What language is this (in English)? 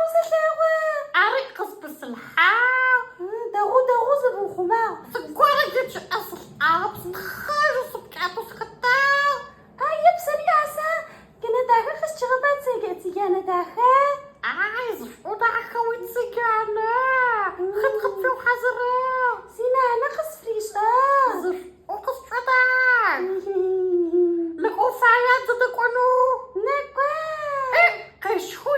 Adyghe